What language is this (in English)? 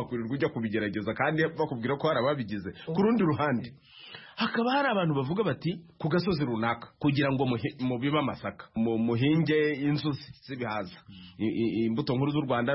Kinyarwanda